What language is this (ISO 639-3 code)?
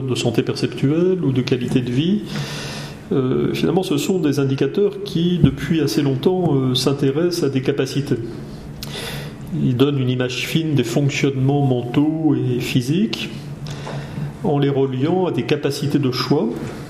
fra